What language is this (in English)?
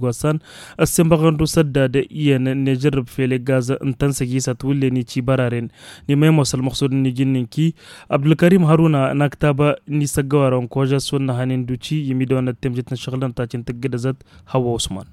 Tamasheq